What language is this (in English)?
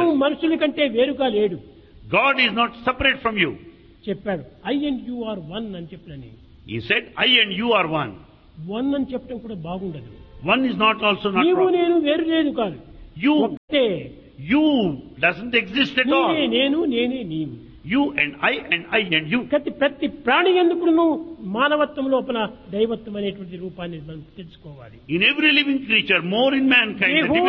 Telugu